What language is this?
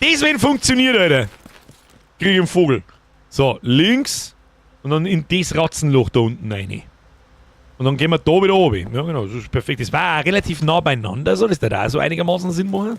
Bavarian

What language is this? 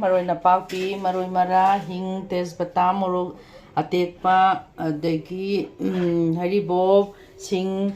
Manipuri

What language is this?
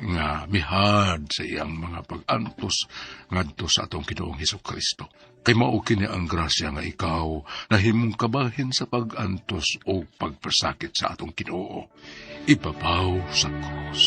Cebuano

